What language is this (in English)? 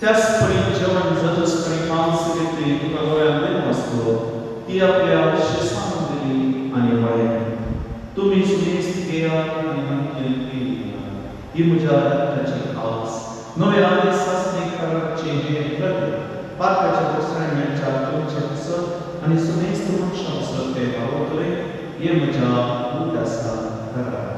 Konkani